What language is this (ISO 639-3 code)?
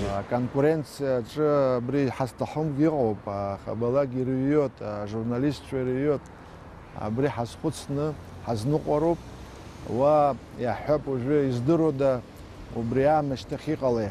abk